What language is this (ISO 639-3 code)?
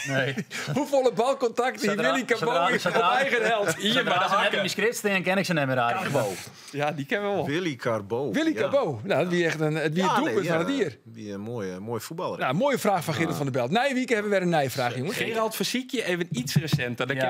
fry